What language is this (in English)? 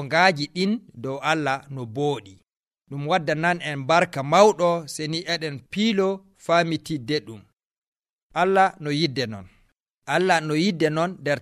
Nigerian Fulfulde